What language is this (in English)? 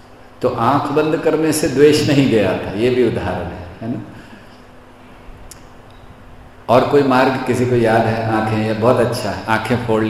Hindi